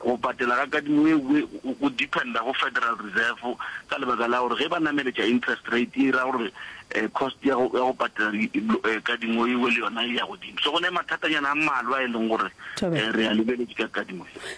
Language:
Northern Sotho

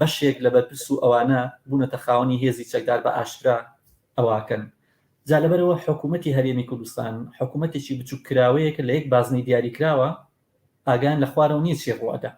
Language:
Central Kurdish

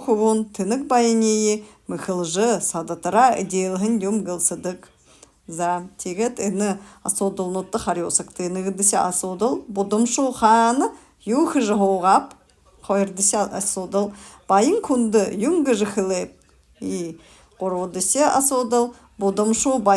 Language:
Buriat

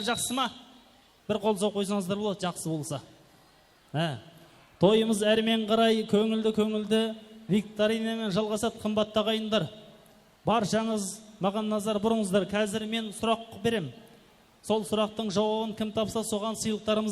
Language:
Kara-Kalpak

